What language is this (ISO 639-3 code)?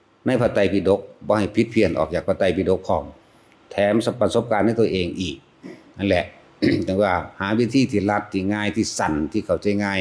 tts